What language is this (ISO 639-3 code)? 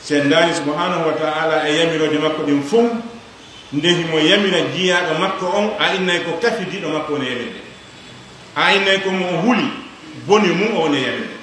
ful